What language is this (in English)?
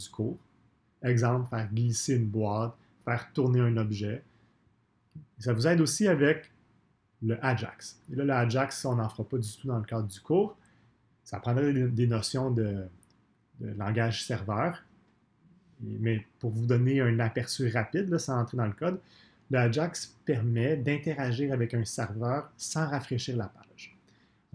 French